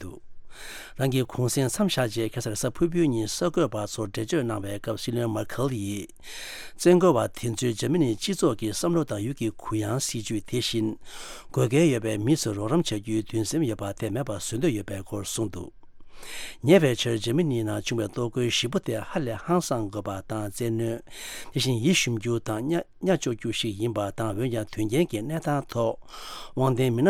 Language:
Tibetan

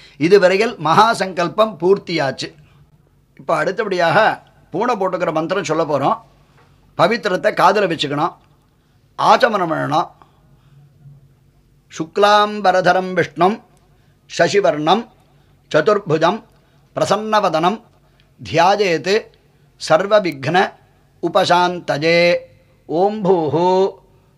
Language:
Tamil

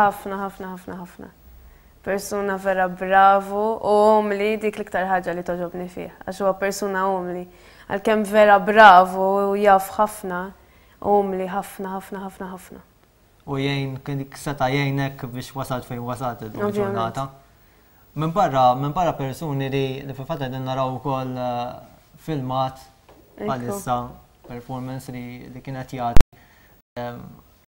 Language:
Maltese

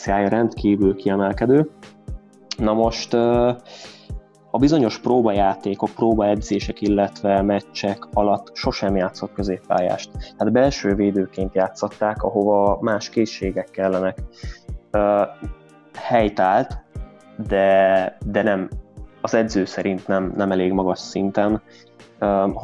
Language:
Hungarian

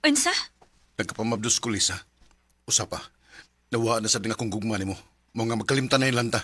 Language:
Cebuano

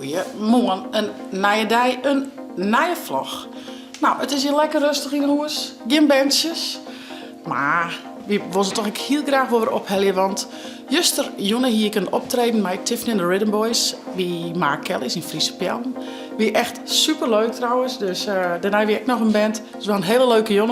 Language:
Western Frisian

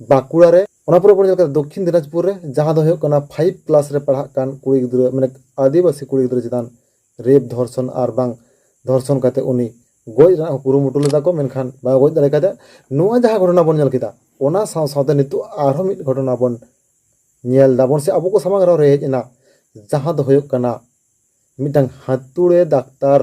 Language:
Santali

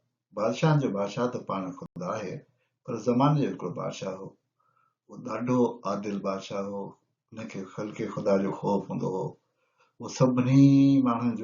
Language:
Sindhi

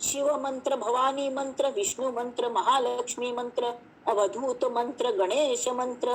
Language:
Konkani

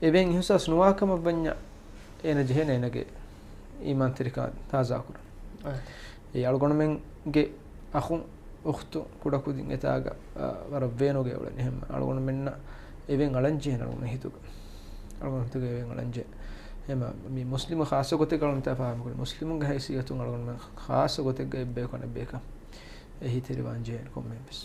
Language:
Divehi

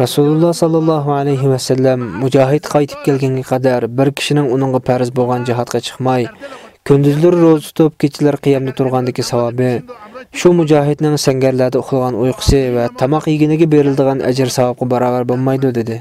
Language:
Uyghur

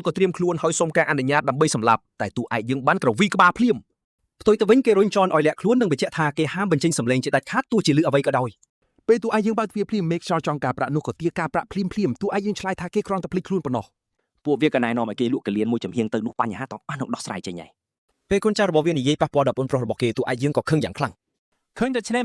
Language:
Khmer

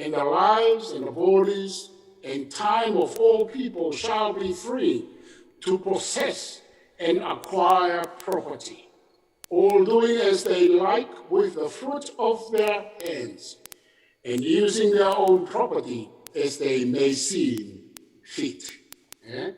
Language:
Tongan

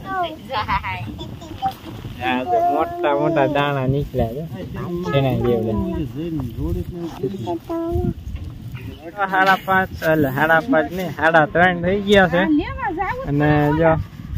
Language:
Gujarati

